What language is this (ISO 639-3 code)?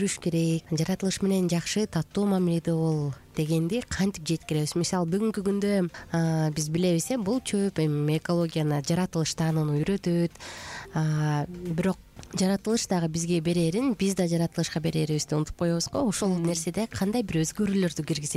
kir